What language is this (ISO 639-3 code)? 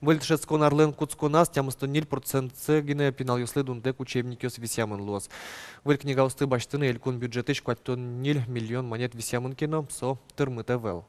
udm